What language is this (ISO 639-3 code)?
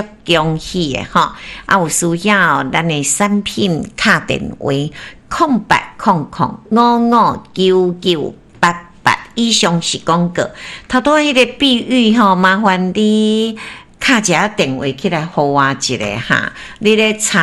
nan